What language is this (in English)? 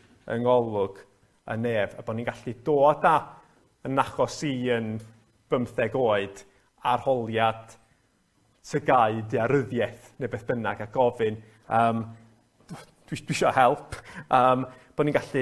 Welsh